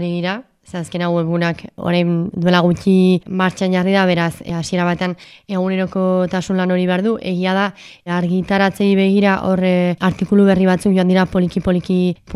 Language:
Basque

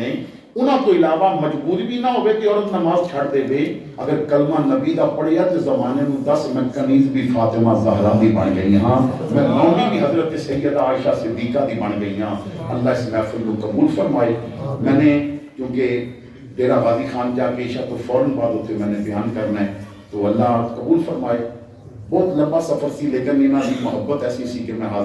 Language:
Western Panjabi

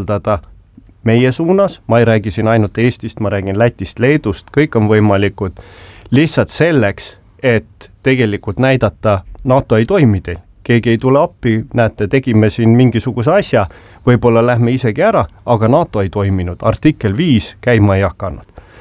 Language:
Estonian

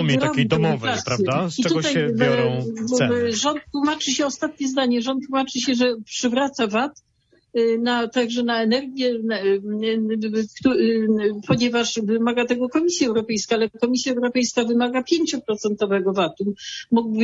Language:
Polish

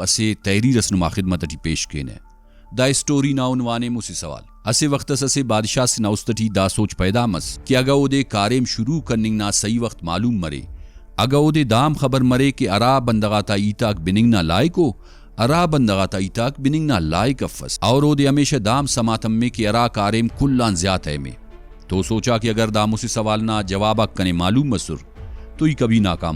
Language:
Brahui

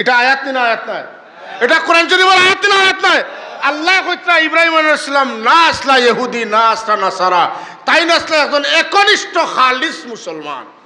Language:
Sylheti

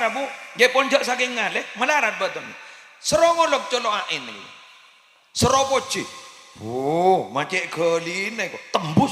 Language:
Madurese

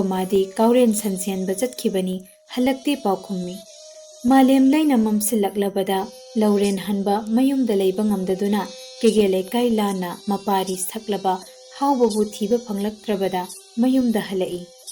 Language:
Manipuri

